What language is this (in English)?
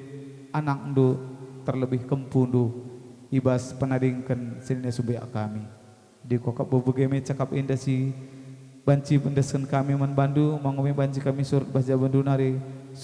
Batak Karo